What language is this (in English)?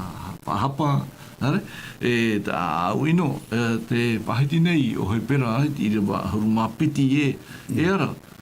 Tahitian